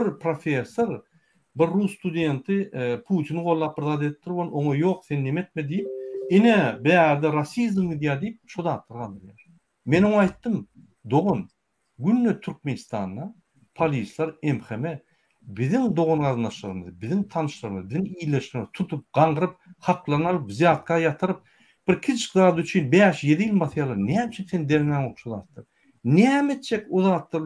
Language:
Turkmen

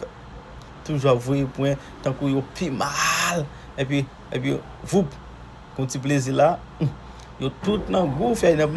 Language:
Haitian Creole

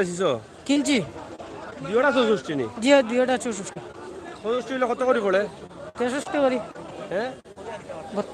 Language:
Sylheti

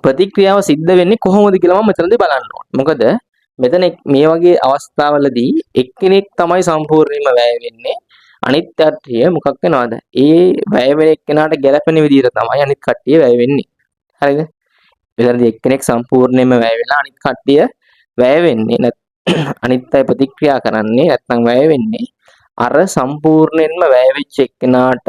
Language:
Sinhala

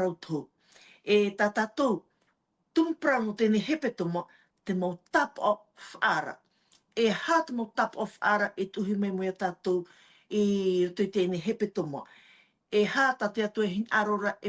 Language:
Tahitian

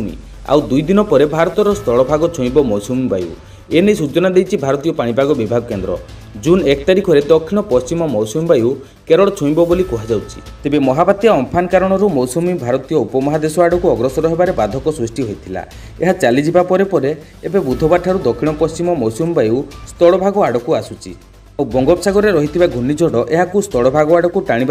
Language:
Odia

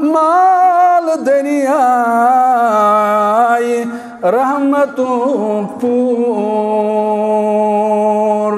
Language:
Kashmiri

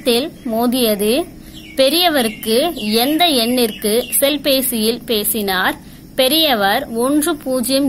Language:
Tamil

